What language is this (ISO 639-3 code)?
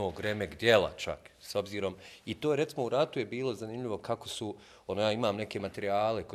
bos